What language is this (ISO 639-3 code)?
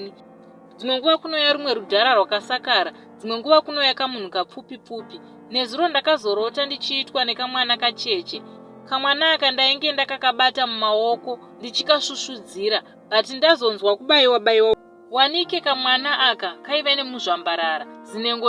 sna